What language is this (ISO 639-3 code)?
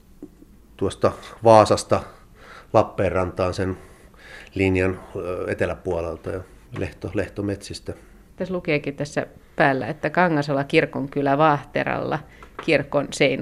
fin